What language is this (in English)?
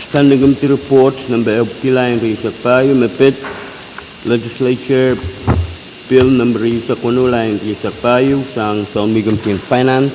Pohnpeian